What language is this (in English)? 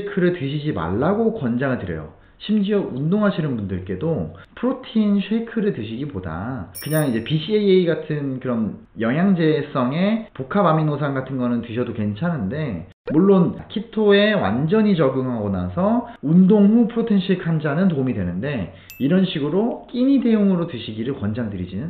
Korean